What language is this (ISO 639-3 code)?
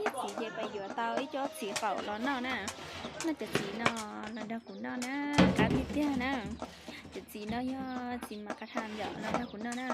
hmn